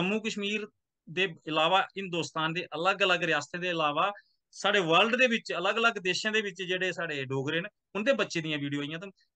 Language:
Dogri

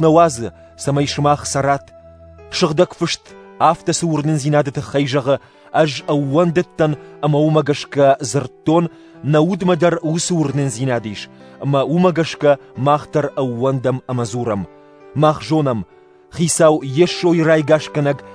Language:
Ossetic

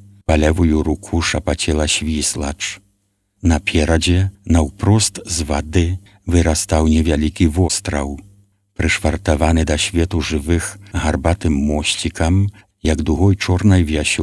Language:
Belarusian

